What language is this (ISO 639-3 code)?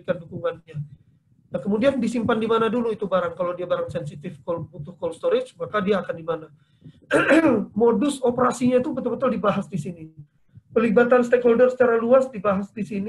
ind